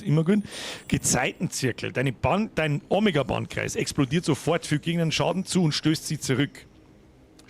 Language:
Bavarian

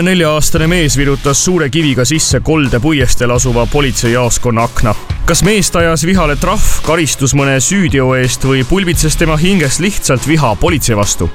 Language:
Estonian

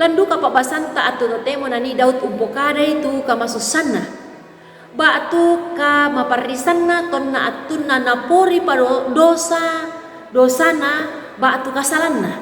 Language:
Toraja-Sa'dan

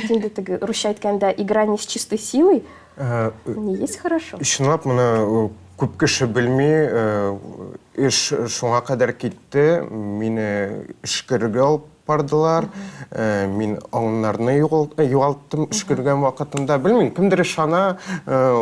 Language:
Tatar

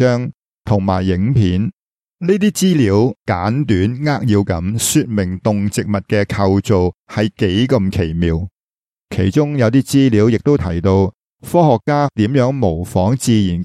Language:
Cantonese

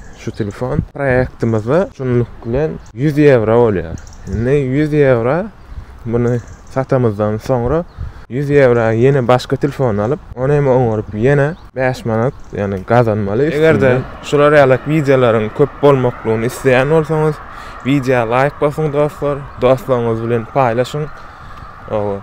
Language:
Turkmen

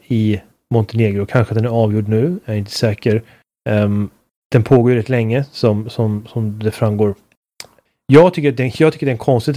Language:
Swedish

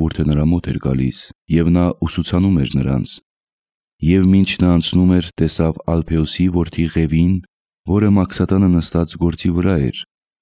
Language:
Armenian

